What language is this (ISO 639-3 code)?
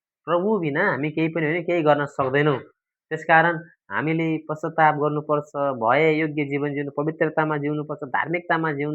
nep